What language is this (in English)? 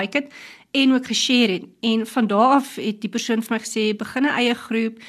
Afrikaans